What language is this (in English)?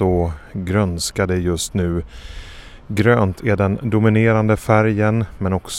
Swedish